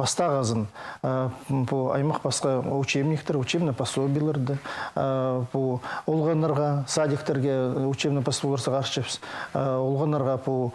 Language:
Khakas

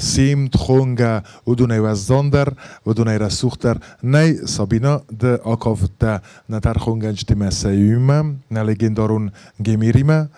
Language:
Ossetic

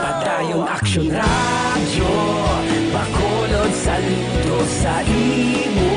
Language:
Hiligaynon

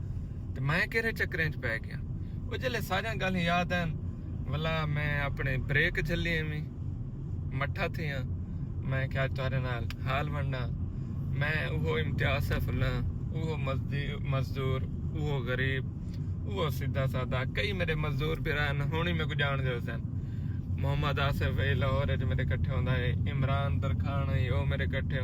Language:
Saraiki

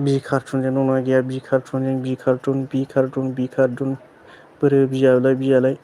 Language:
Bodo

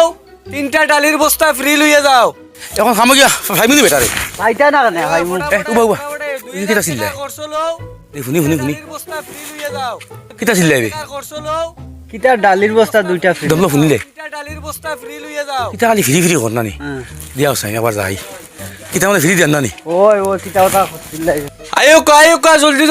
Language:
Sylheti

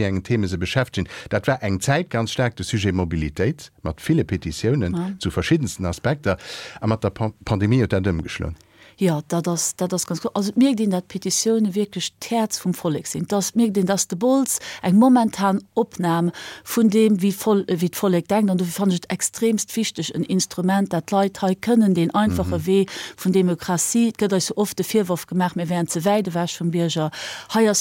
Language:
Luxembourgish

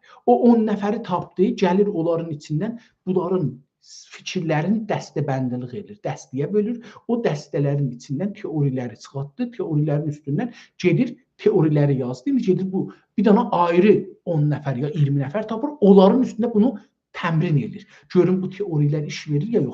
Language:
South Azerbaijani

